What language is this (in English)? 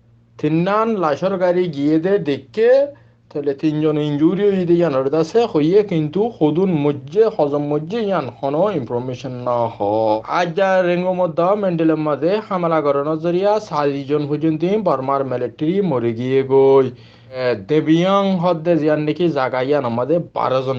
Rohingya